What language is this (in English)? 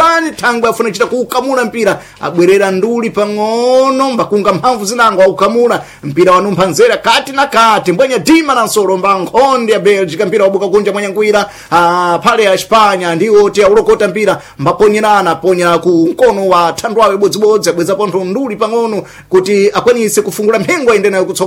Sena